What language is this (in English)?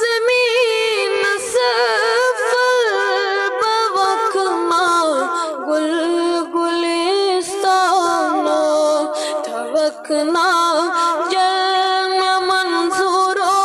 Kashmiri